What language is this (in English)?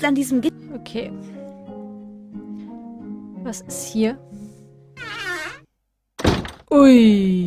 German